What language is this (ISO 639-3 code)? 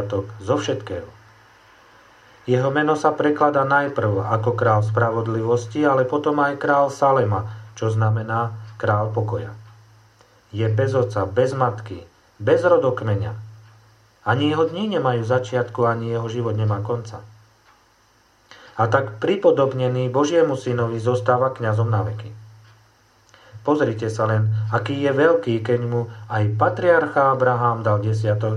slk